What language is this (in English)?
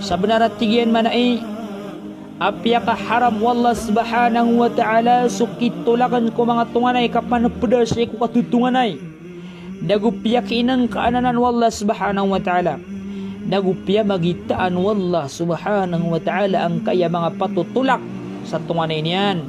Maranao